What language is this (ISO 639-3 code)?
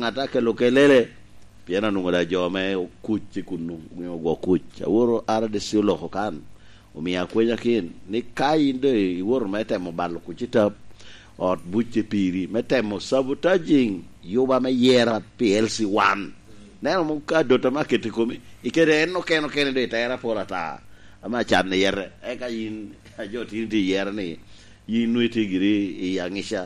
laj